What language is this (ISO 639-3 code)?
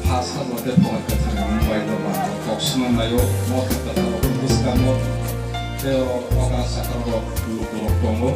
trp